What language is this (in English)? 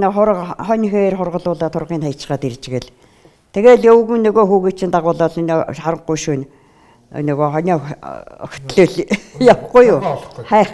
Mongolian